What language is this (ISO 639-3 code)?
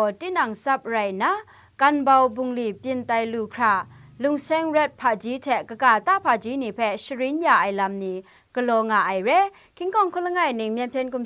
kac